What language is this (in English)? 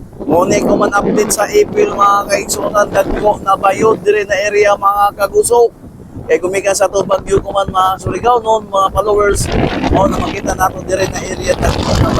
Cebuano